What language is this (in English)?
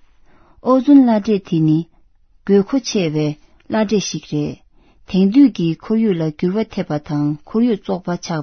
Tibetan